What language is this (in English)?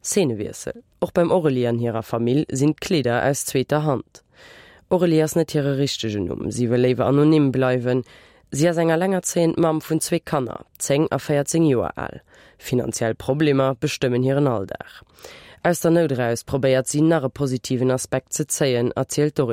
Luxembourgish